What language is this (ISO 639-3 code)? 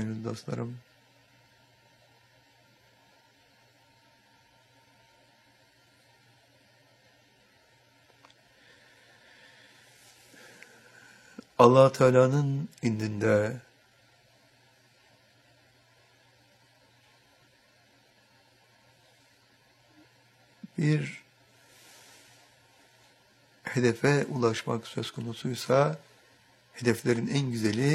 tur